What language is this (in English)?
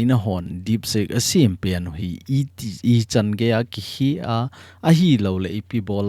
Thado Chin